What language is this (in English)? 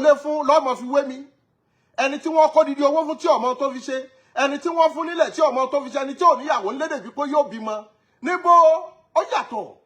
Yoruba